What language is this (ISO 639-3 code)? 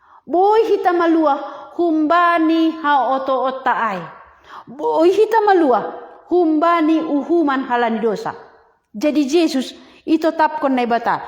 bts